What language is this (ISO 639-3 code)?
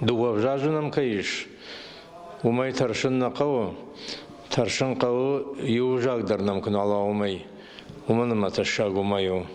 oss